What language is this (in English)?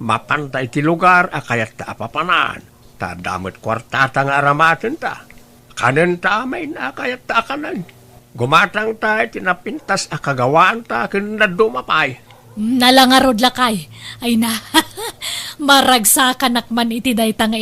Iloko